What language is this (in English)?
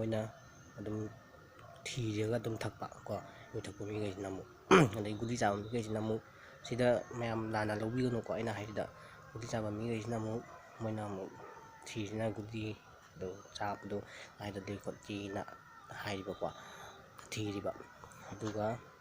Manipuri